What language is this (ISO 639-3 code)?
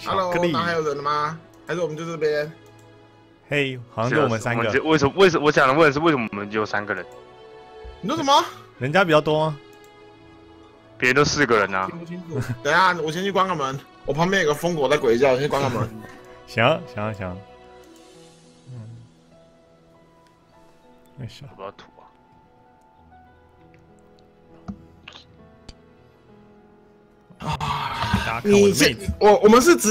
zho